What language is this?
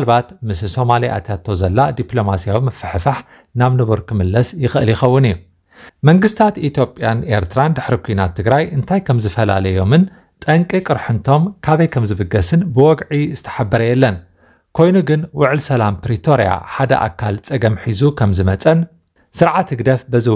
Tigrinya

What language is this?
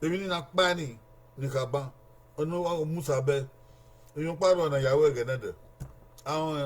Bini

